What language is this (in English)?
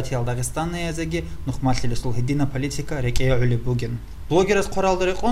Avaric